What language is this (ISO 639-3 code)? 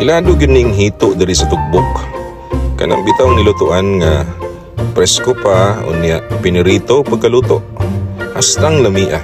ceb